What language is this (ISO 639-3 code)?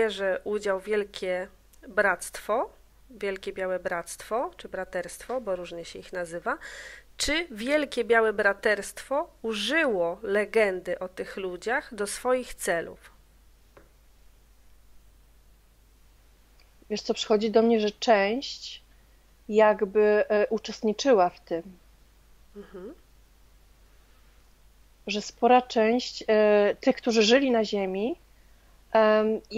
pol